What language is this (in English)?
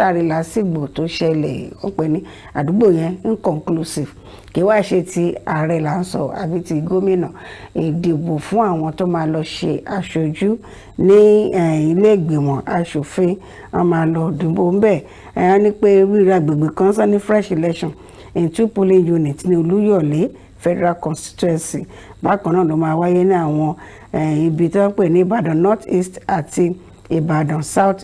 Yoruba